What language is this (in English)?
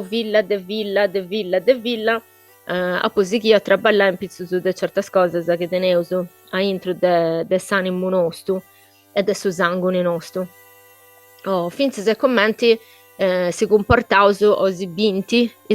Sardinian